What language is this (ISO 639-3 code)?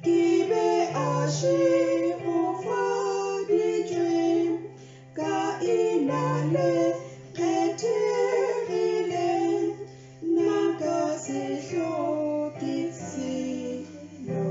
nso